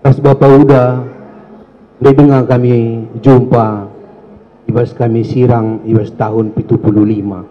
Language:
Batak Karo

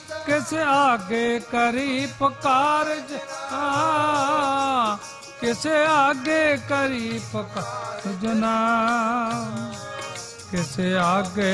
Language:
Punjabi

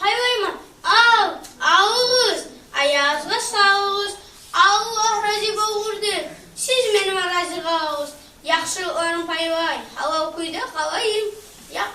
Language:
Kumyk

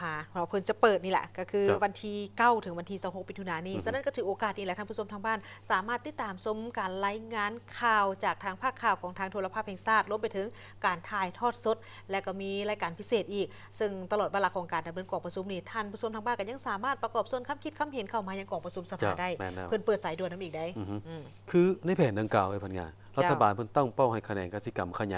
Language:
Lao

